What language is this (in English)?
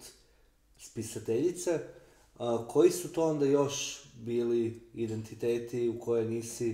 Croatian